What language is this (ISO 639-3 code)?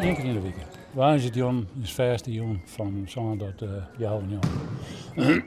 fry